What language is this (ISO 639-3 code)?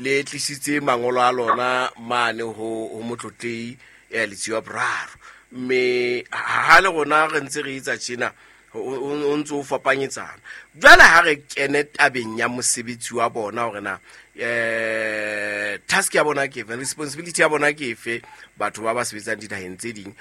sot